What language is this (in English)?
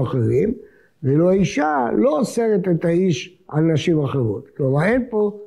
Hebrew